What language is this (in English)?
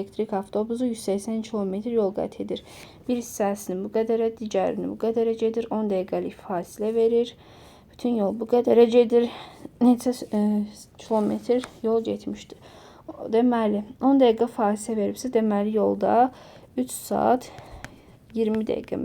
Azerbaijani